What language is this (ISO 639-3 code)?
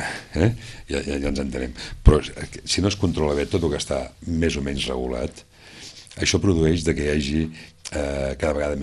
cat